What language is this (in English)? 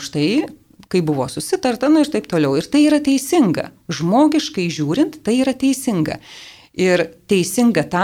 Lithuanian